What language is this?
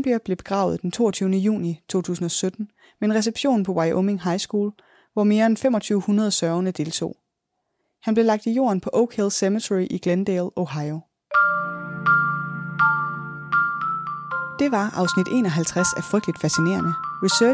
Danish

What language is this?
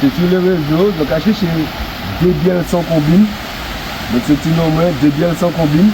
Guadeloupean Creole French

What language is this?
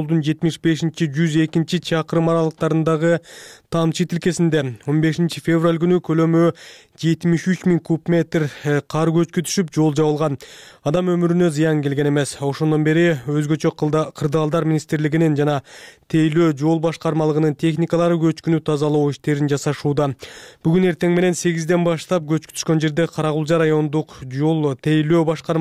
Kyrgyz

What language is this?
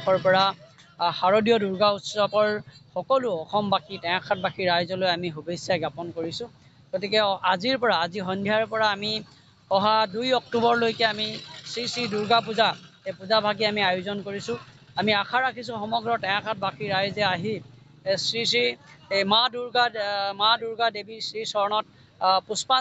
Assamese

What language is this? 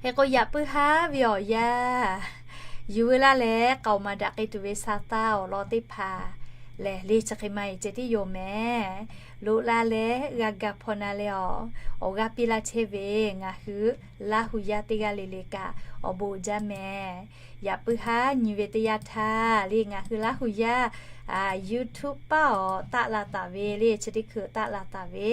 Lahu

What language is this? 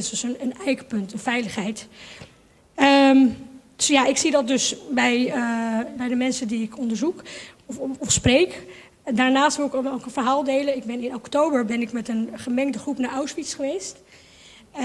Dutch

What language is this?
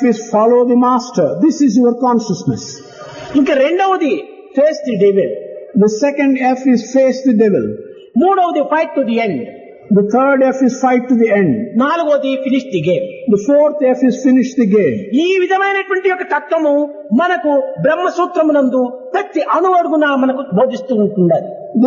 Telugu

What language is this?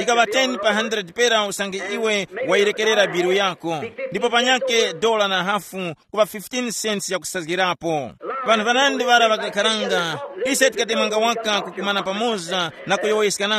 Tumbuka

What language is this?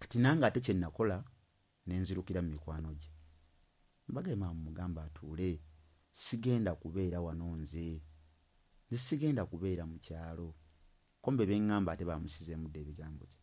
Ganda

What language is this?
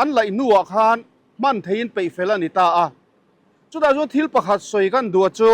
Mizo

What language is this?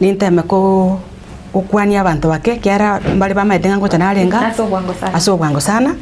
Gusii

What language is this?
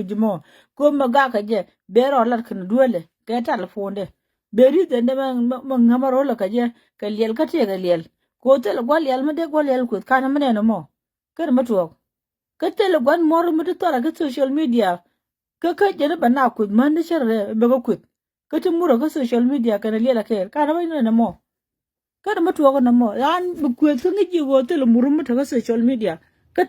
Nuer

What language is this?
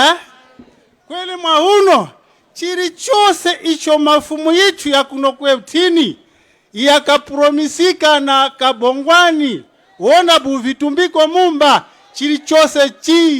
Tumbuka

